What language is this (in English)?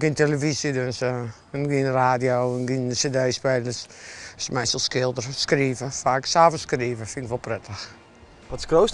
Western Frisian